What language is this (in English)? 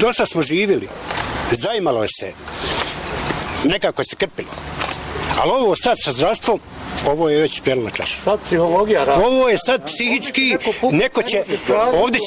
Bosnian